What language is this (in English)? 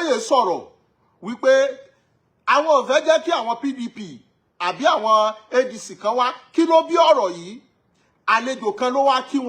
Yoruba